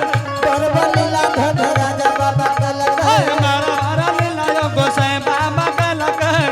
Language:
Angika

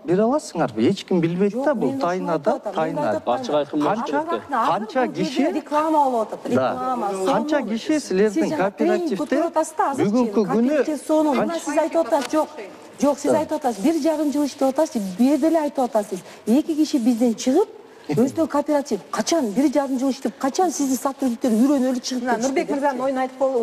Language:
Kyrgyz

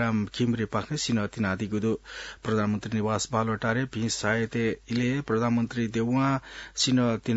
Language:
Newari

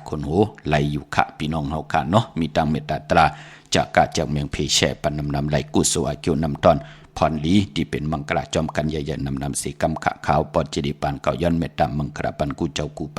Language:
Shan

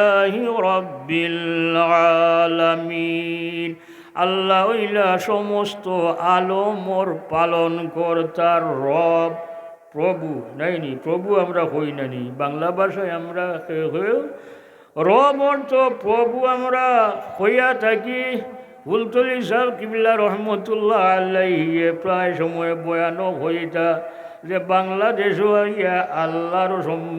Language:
Sylheti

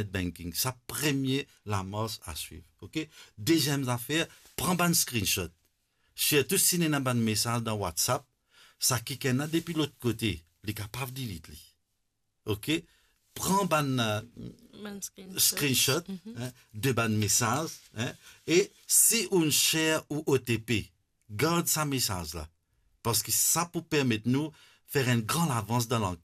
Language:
Morisyen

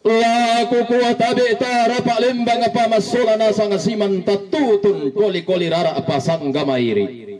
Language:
Toraja-Sa'dan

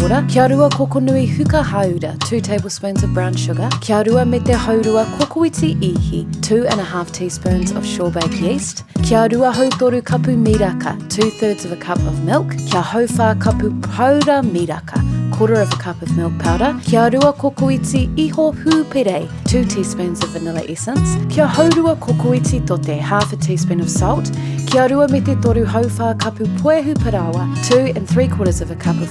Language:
Māori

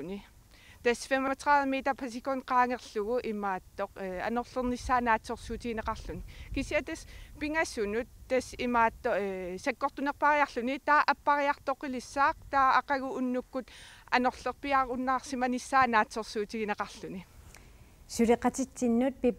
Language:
Kalaallisut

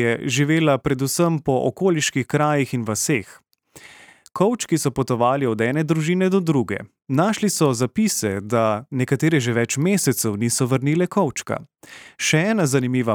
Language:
Slovenian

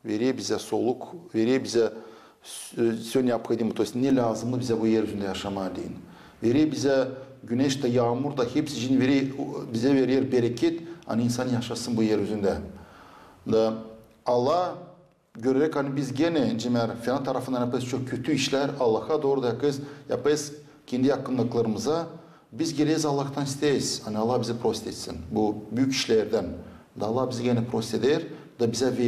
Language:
Gagauz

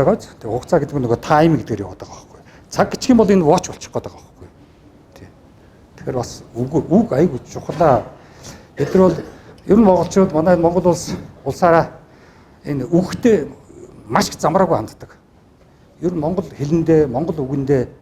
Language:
Mongolian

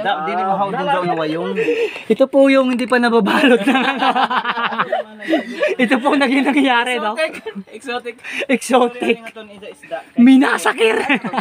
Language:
Filipino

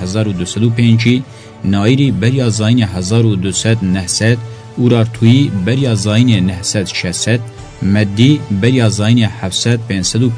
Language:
Kurdish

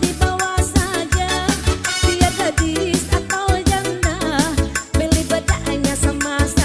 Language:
Minangkabau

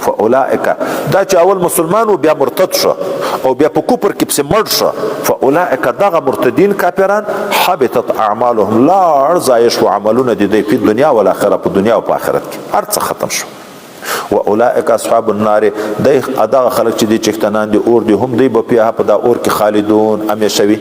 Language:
Pashto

